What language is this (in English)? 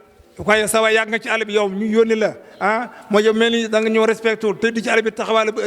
Wolof